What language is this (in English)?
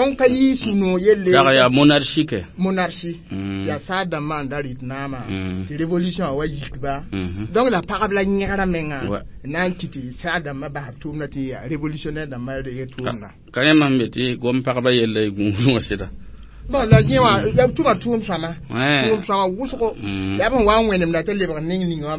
Mossi